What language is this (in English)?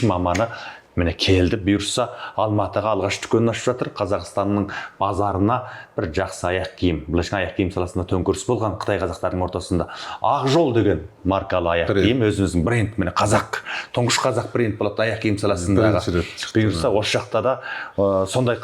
Kazakh